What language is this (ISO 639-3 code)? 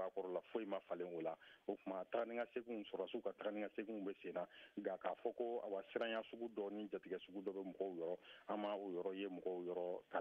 bam